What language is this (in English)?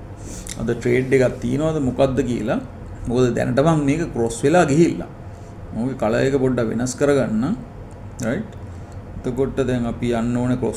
Sinhala